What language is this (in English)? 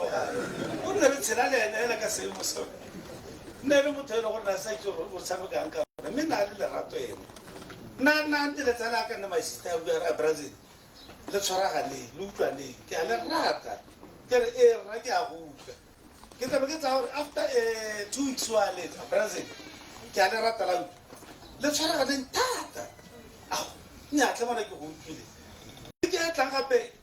Tswana